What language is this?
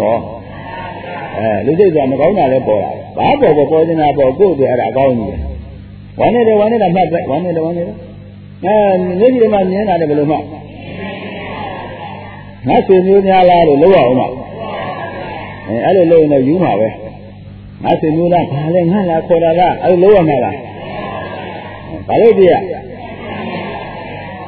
Burmese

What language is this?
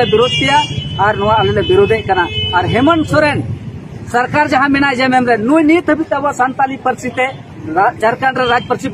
Santali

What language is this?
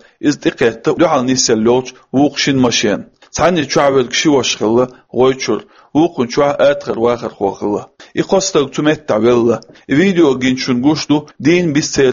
Chechen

